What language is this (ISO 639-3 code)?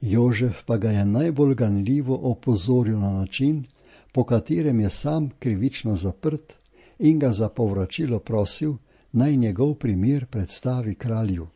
slv